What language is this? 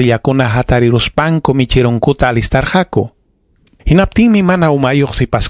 Ayacucho Quechua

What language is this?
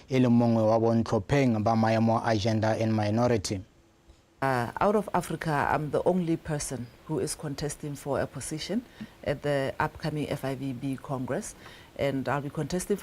Tswana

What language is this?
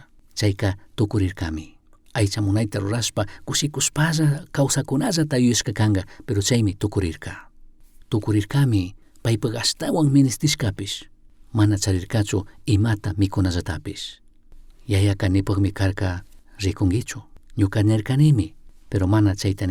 Chimborazo Highland Quichua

